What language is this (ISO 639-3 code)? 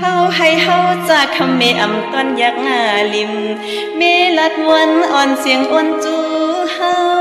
shn